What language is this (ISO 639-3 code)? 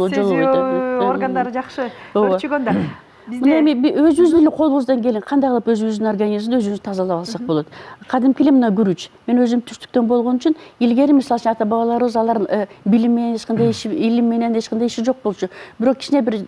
kir